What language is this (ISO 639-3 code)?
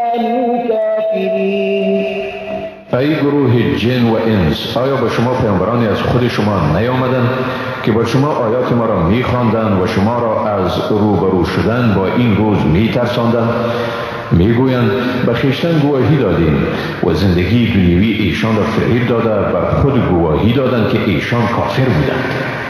fas